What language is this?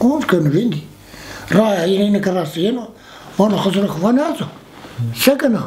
Zaza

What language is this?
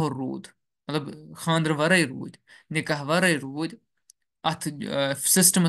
Kashmiri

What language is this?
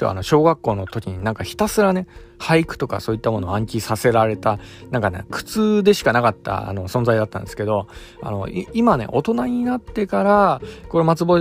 Japanese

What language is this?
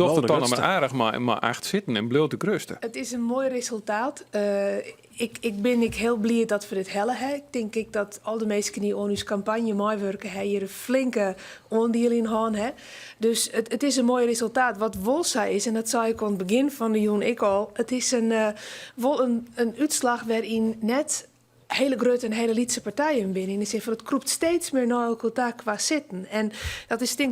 Western Frisian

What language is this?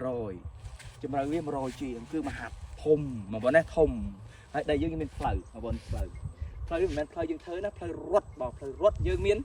Khmer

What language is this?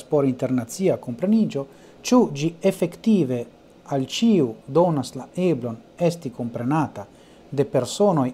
Esperanto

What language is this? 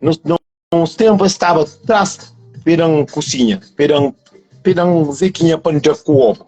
Kabuverdianu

